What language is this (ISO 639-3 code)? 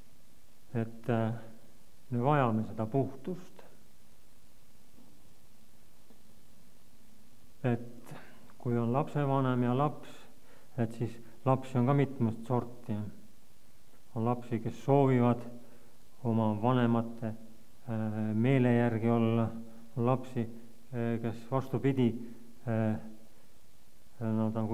est